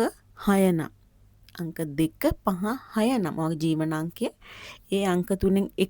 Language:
Sinhala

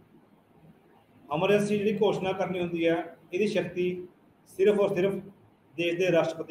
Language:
Punjabi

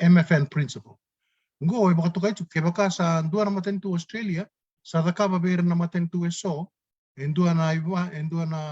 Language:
Fijian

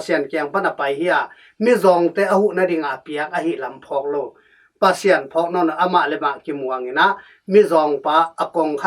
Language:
Tedim Chin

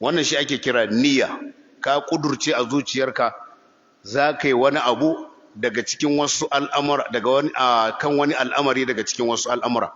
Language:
Hausa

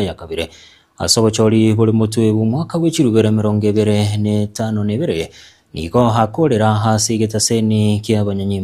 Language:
Gusii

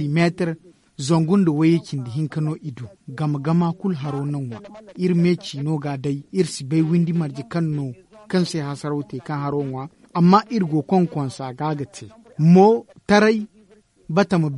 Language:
Zarma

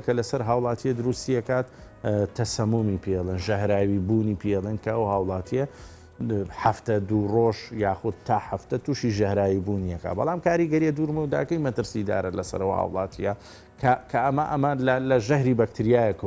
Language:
Central Kurdish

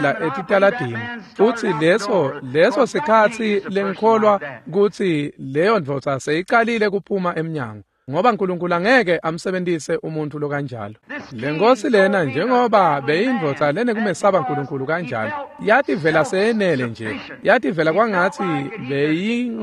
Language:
Swati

